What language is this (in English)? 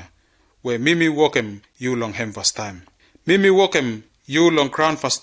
Bislama